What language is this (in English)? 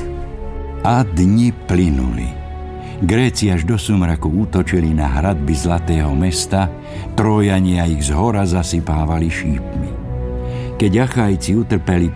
Slovak